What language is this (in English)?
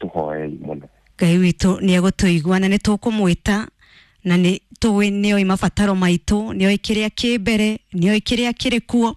Kikuyu